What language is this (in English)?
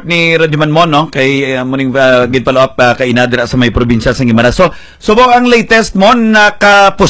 Hiligaynon